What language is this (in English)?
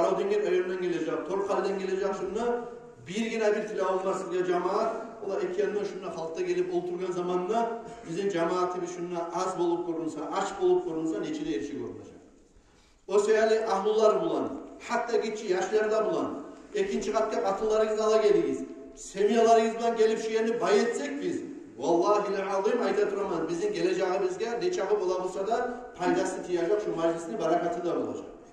Kumyk